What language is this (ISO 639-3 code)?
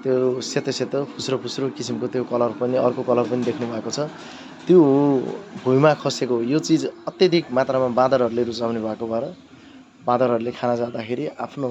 nep